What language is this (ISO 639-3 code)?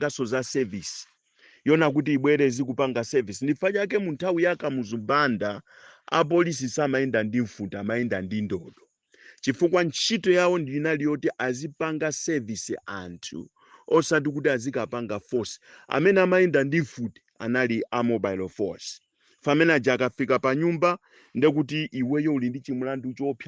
nya